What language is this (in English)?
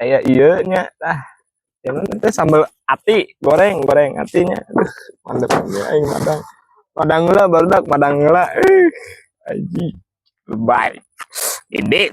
Sundanese